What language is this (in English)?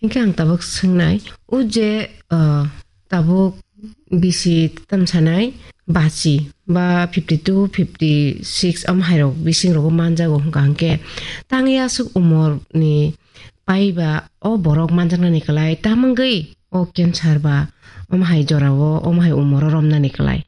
Kok Borok